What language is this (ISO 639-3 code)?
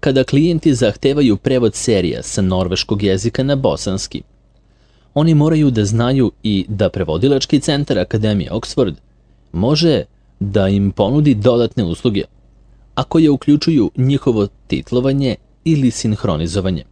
srp